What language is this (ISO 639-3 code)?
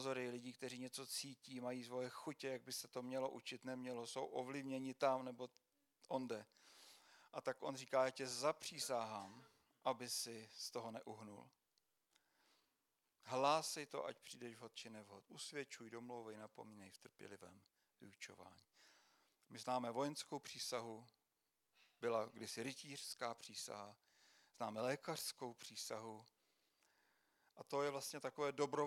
ces